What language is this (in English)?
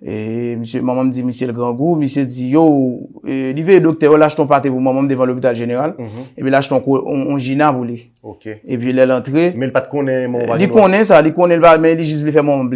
Haitian Creole